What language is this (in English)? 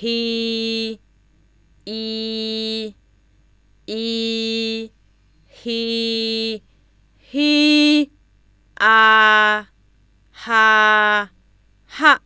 Zaiwa